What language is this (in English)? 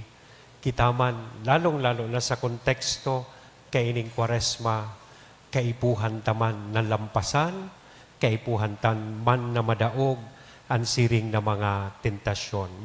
Bikol